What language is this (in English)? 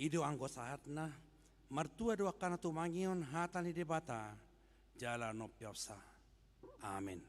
Batak Toba